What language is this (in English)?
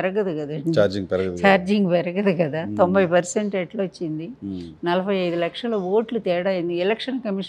Telugu